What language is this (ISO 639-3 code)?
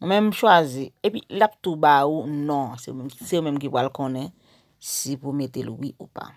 hat